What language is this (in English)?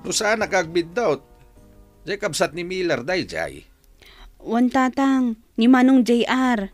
Iloko